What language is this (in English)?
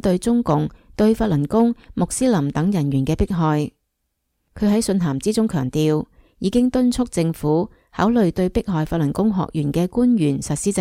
Cantonese